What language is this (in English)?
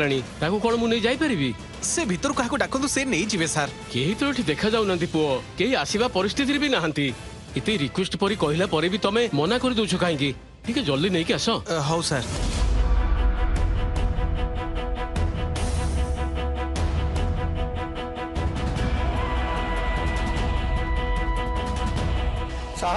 Odia